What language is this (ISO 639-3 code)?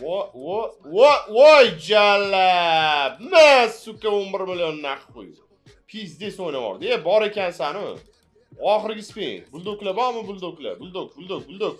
uzb